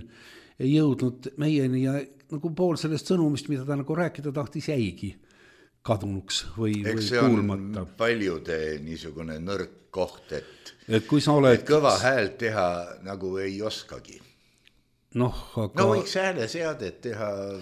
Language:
Estonian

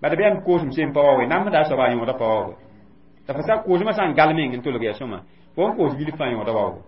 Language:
Mossi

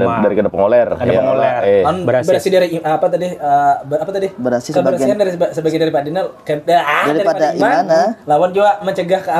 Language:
Banjar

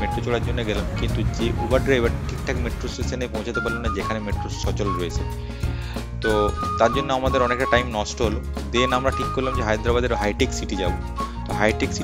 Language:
Bangla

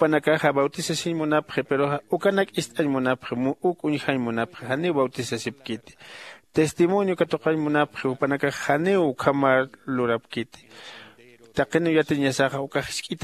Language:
Aymara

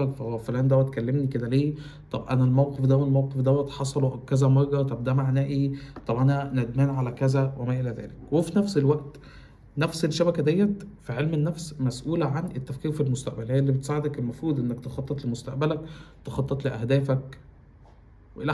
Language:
Egyptian Arabic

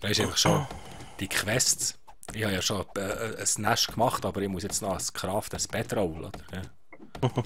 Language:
Swiss German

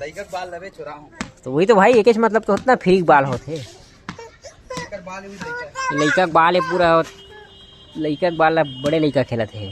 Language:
Chhattisgarhi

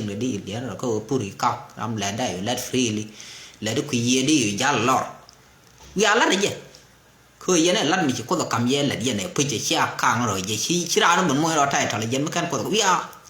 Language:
Nuer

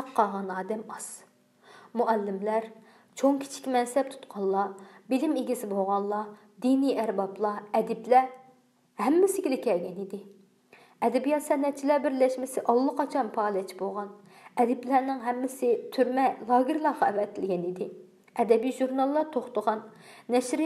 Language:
Uyghur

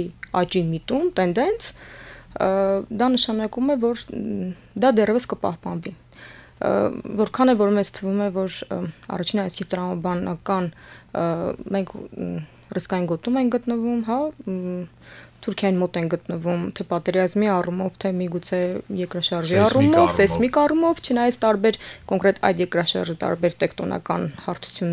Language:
Armenian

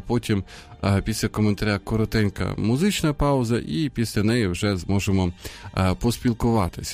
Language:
Ukrainian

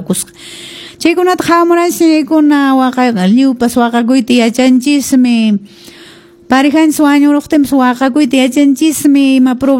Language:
Quechua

